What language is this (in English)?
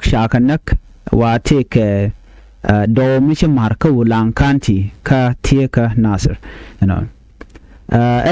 Nuer